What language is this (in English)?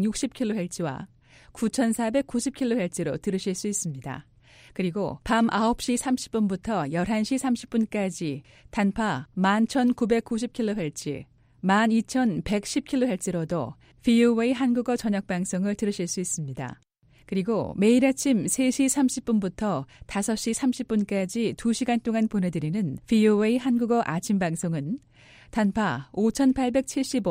Korean